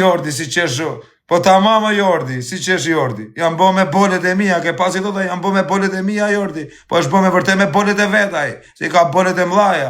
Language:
Albanian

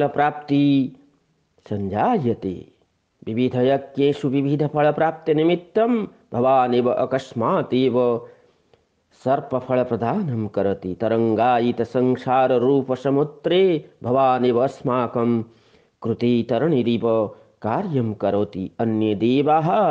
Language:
Sanskrit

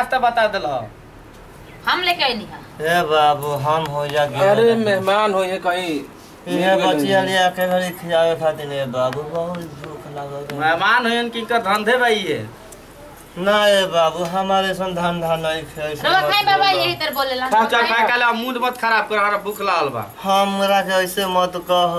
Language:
Bhojpuri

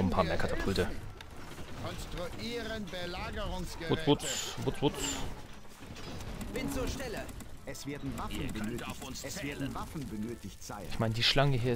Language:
German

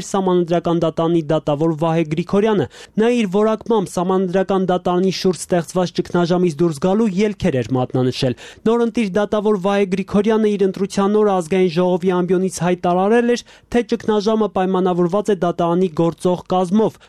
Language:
Armenian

